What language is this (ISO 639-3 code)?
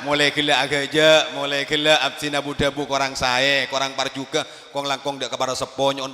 mad